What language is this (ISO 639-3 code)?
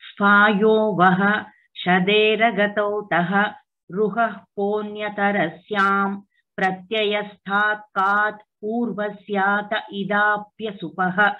san